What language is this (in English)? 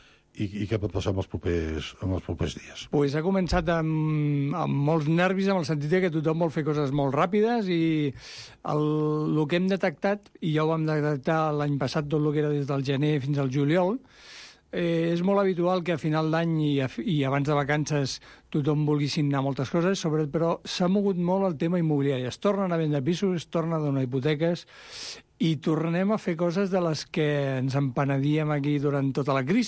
Catalan